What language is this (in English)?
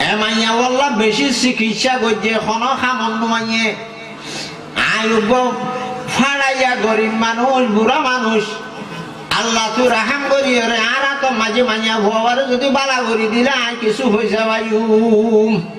Rohingya